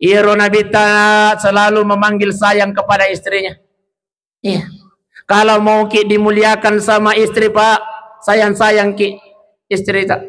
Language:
Buginese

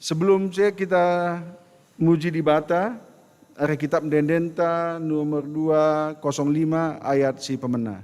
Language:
Batak Karo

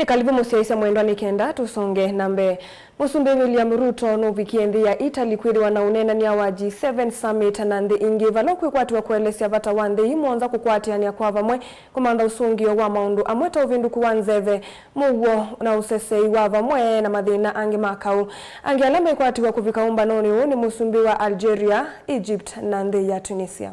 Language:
Kamba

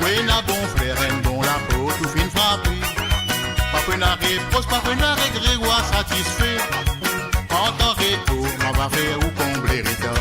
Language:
Morisyen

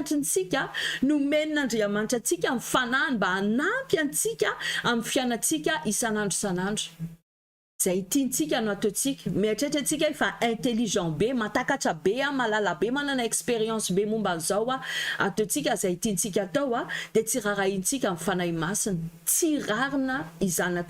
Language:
Malagasy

